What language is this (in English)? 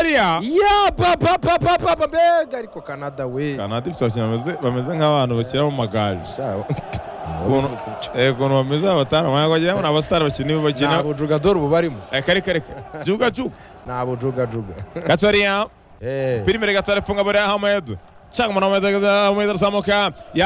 Kinyarwanda